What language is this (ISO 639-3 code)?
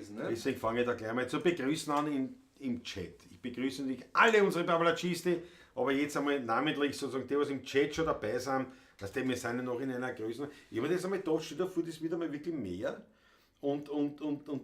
bar